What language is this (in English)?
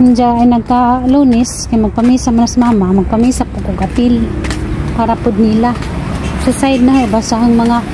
Cebuano